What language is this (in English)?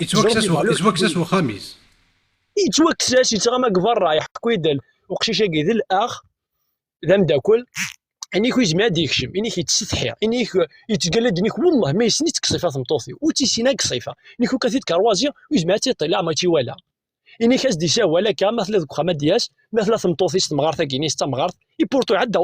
Kabyle